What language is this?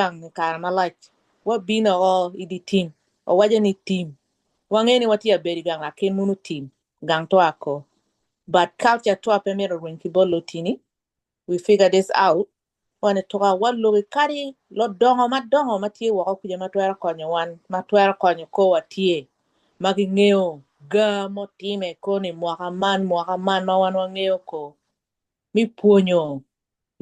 Acoli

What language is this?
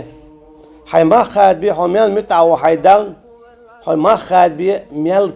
Chechen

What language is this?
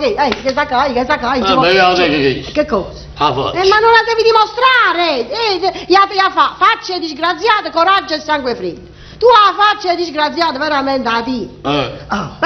Neapolitan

